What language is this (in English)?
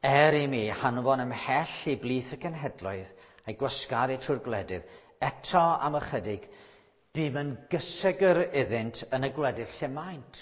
Welsh